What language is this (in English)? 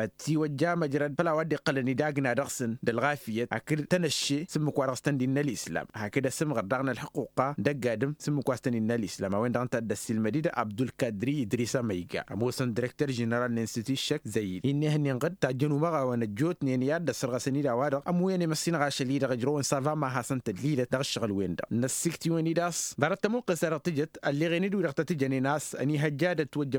Tamasheq